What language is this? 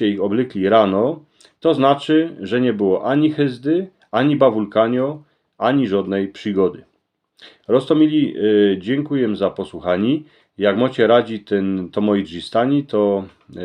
Silesian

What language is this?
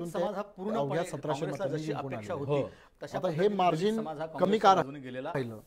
Marathi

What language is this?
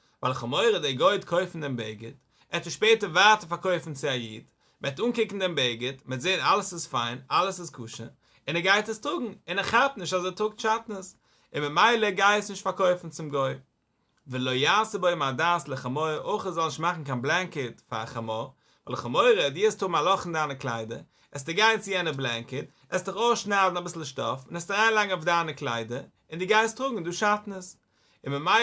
Yiddish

